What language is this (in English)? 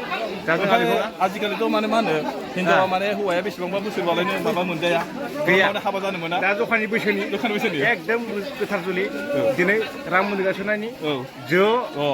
Bodo